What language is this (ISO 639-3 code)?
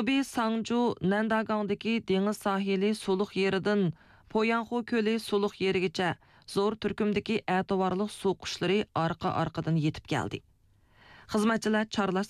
uig